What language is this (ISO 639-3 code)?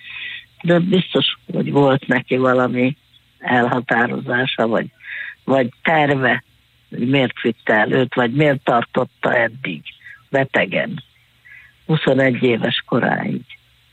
hun